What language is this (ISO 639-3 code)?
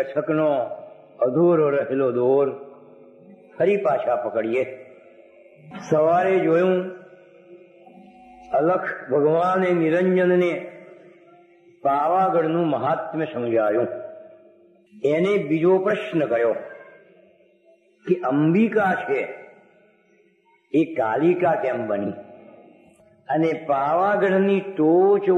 guj